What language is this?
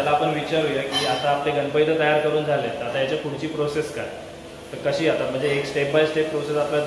Marathi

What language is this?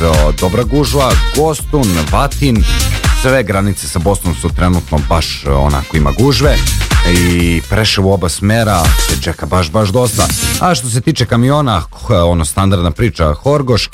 Serbian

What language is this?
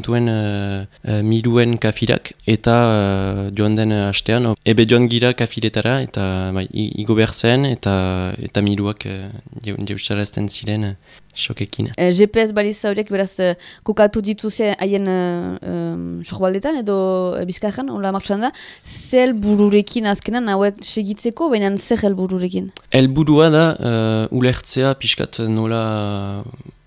Basque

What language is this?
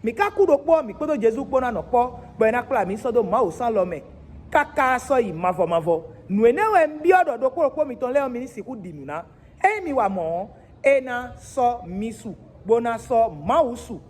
Fon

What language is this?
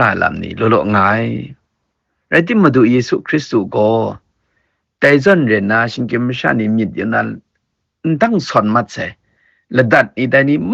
Kachin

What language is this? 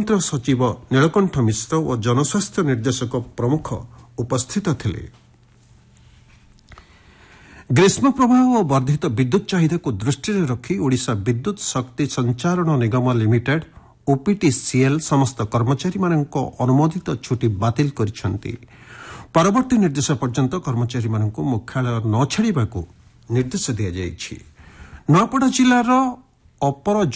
Odia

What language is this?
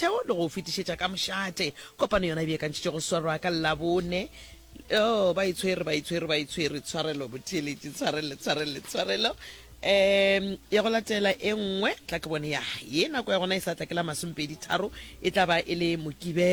Northern Sotho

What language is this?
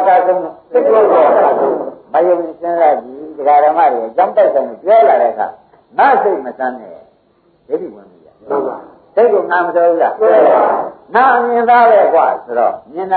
Burmese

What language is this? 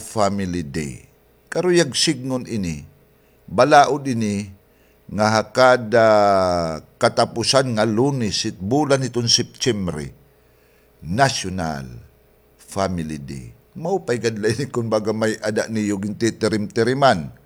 Waray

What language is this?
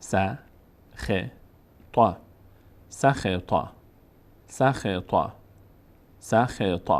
Persian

